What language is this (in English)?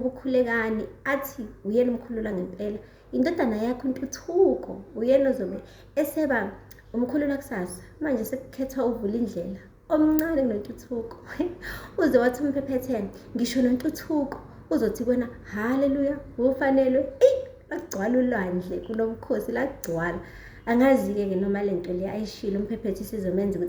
Zulu